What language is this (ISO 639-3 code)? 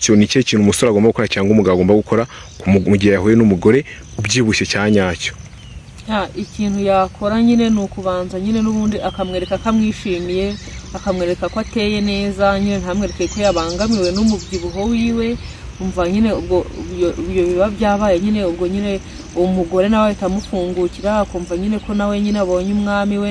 kin